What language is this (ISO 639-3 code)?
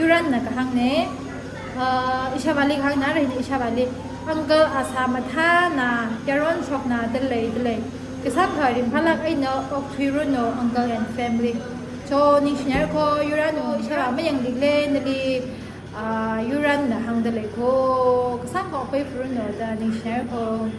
nmf